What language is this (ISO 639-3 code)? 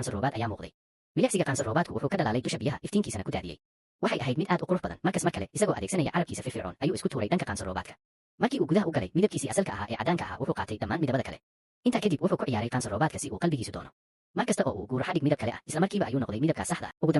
som